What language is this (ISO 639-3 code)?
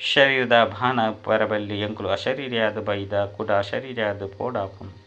tcy